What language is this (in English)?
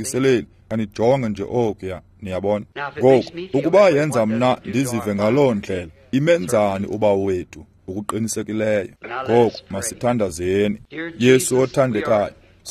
Xhosa